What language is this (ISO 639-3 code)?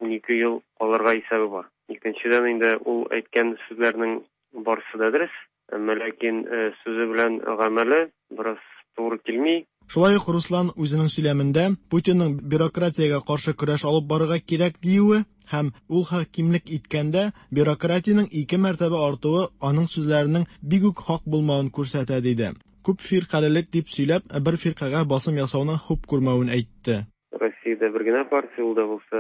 tat